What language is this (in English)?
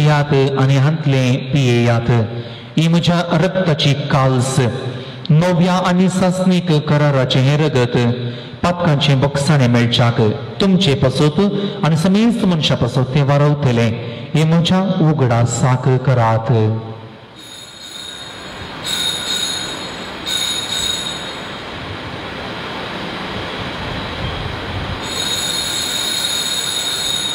Konkani